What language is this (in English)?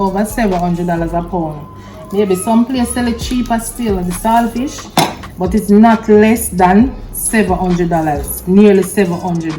Jamaican Creole English